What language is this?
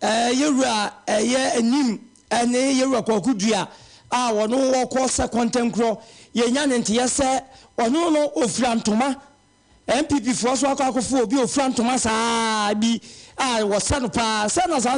Akan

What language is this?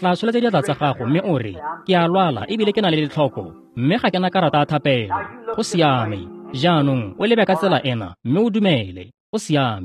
Tswana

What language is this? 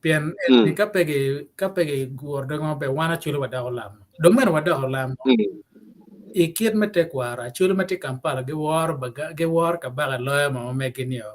Acoli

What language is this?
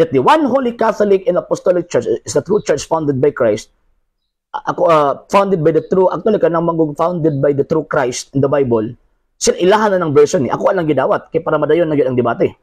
Cebuano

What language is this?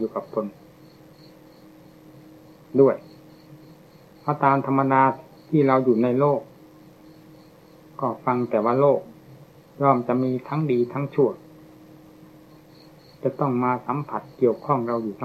Thai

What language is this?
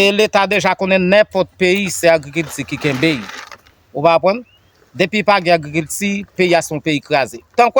Haitian Creole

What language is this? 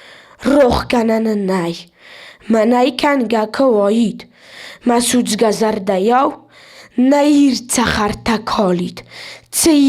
Ossetic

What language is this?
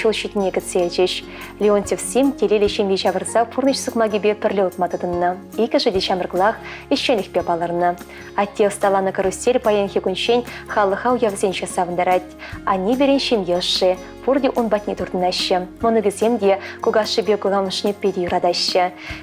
Chuvash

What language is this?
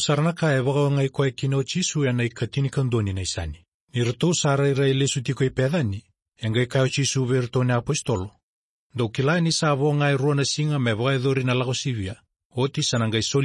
Fijian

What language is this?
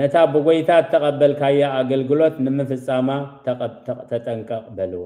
Tigrinya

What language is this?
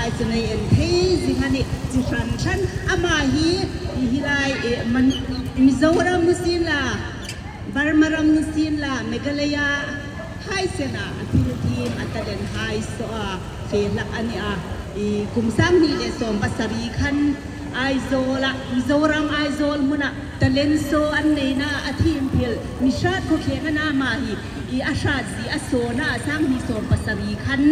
Hmar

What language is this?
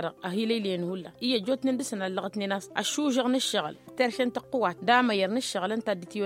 Tamasheq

